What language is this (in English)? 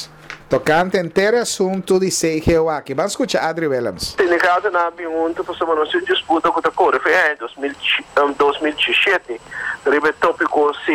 Papiamento